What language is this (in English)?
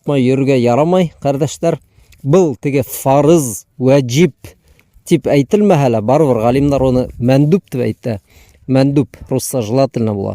Bashkir